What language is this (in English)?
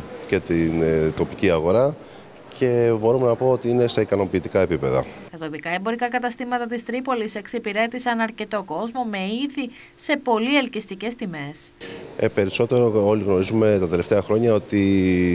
Greek